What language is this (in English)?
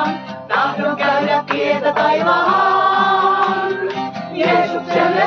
Finnish